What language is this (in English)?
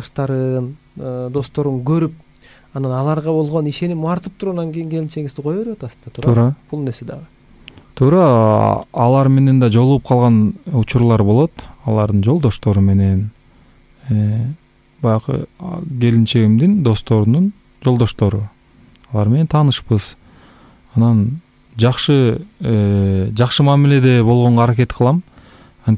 Kyrgyz